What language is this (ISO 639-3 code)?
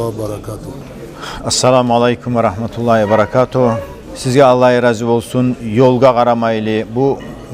kum